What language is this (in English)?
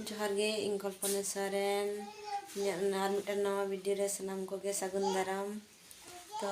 Santali